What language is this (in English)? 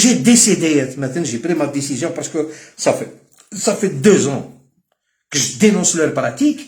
Algerian Arabic